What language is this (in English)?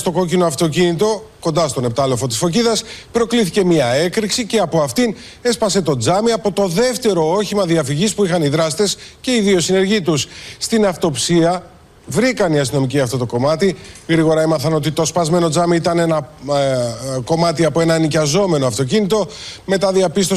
Greek